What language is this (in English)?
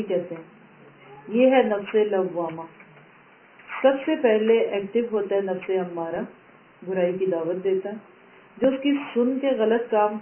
Urdu